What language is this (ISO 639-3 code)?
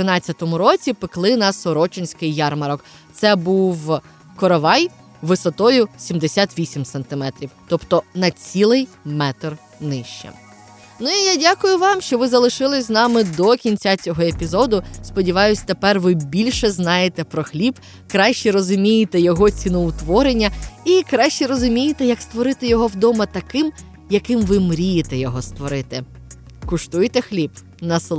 ukr